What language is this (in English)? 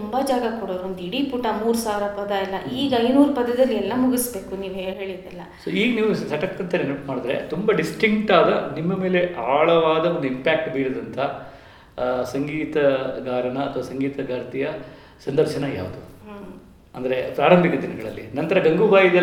Kannada